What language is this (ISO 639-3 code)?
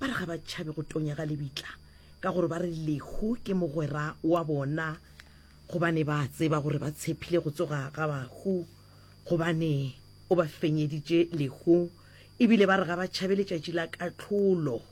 nso